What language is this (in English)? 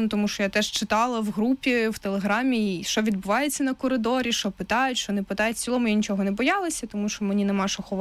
Ukrainian